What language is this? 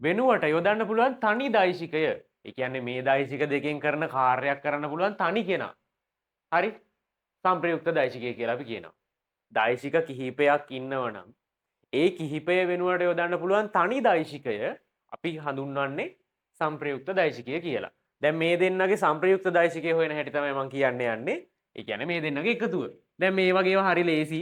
Sinhala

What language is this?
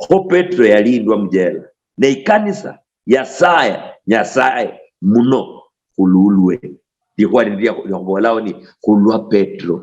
Luyia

